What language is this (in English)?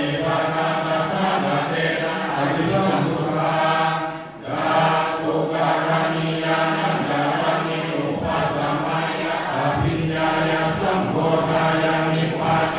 Pali